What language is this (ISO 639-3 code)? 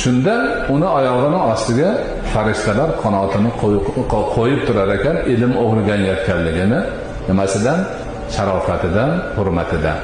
uzb